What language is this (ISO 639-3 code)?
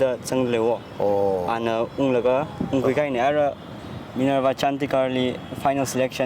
nmf